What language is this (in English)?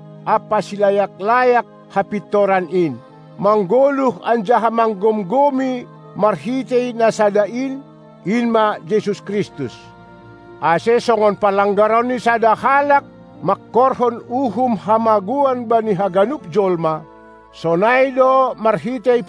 Batak Simalungun